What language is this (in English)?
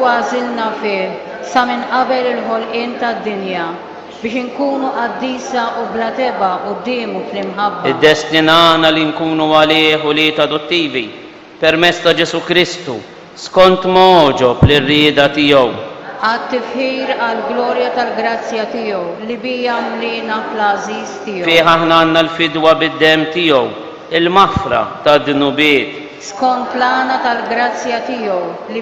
Maltese